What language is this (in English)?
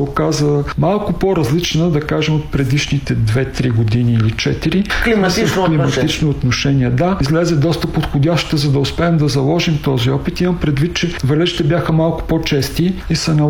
Bulgarian